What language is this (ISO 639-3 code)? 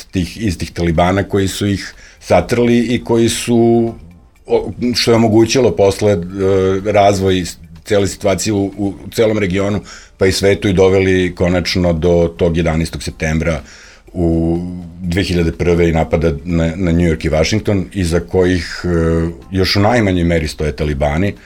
srp